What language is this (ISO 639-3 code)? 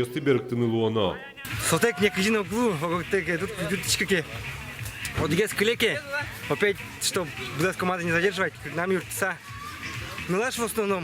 udm